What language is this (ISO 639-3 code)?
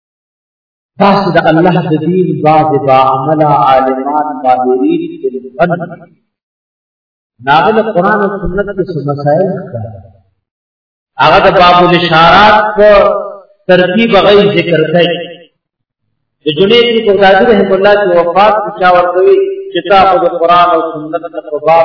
urd